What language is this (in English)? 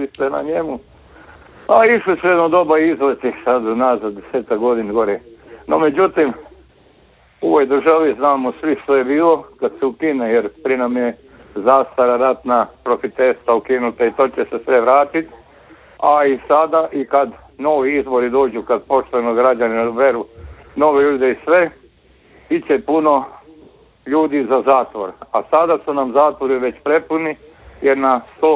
Croatian